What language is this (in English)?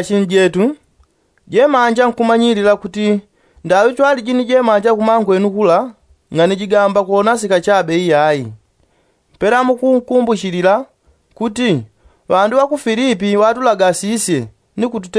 Yao